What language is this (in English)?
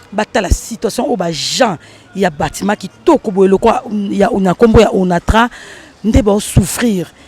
Lingala